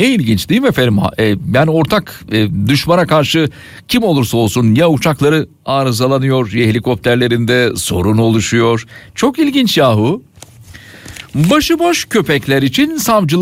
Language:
Turkish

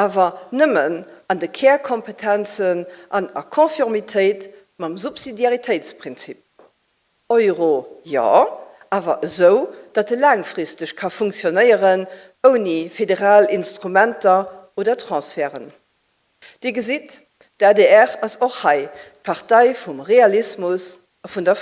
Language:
Luxembourgish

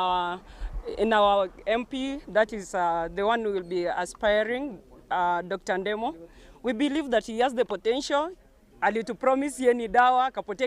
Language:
Gusii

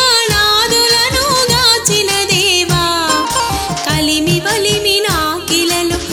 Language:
Telugu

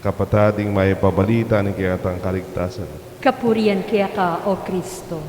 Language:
Pampanga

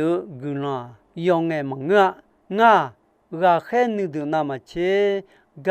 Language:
Akha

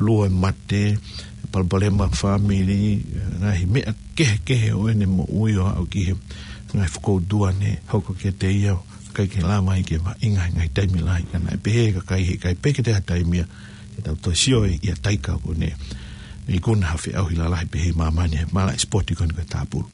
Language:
Tongan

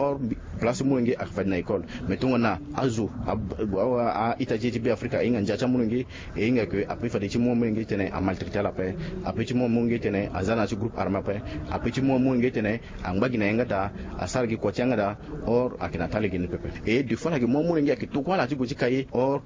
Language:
Sango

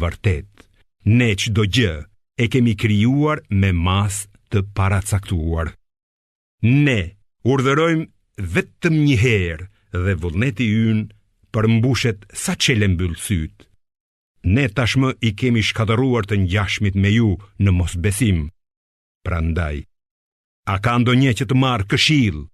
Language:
Albanian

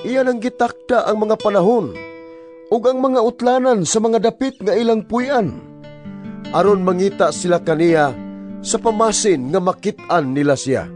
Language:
Cebuano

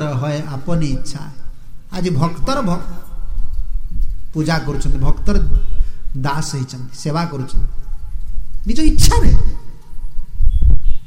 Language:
Odia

